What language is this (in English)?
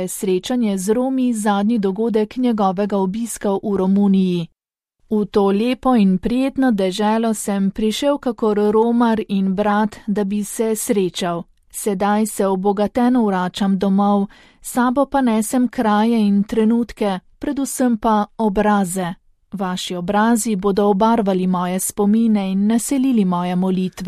Slovenian